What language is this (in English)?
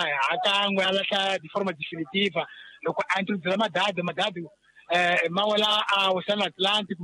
Tsonga